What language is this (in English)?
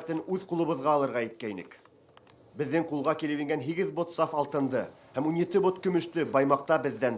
Bashkir